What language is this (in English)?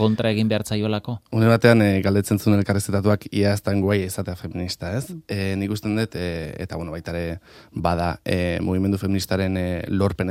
Basque